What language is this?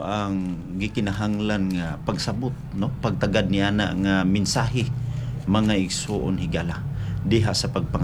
Cebuano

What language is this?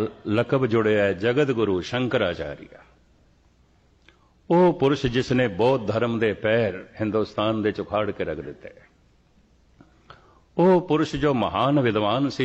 Punjabi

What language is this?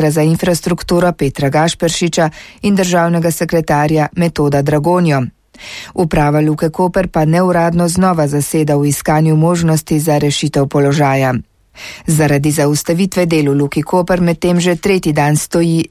Slovenian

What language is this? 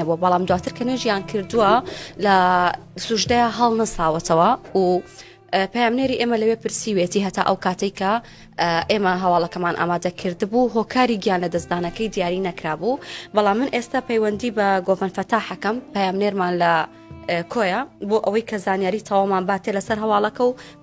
Central Kurdish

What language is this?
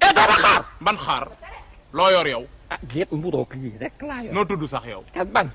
Wolof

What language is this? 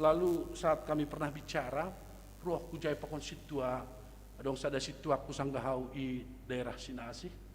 Batak Simalungun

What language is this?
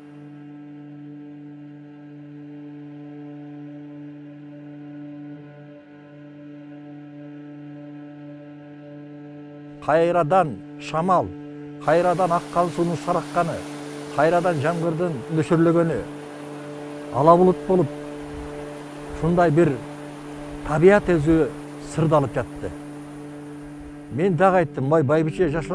Kyrgyz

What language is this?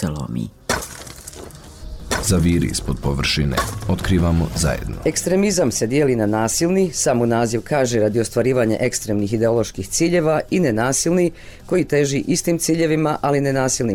Bosnian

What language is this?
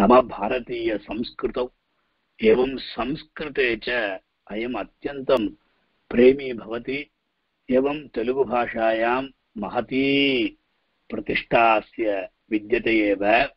Sanskrit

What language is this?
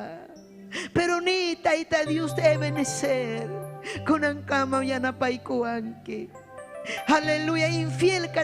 Ayacucho Quechua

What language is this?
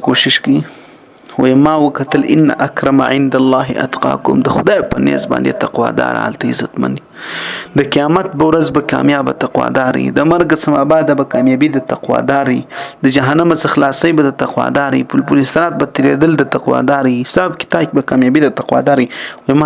Pashto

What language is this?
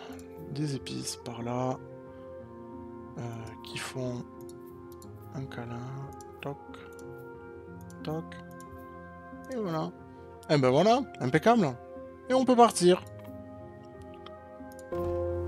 French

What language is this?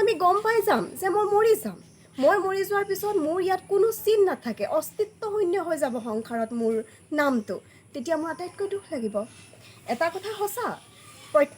Assamese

